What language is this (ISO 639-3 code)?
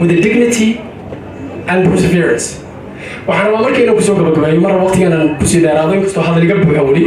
som